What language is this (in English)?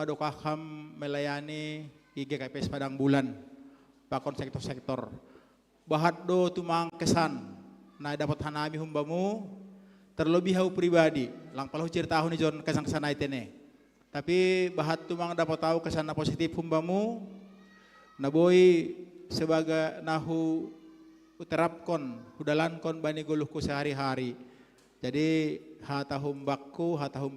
Batak Simalungun